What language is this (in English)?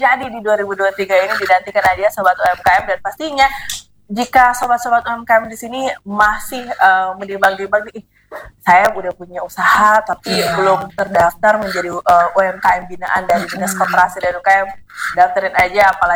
Indonesian